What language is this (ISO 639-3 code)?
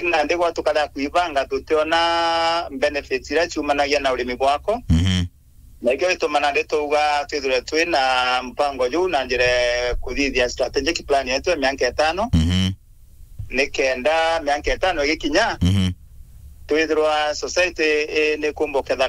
mer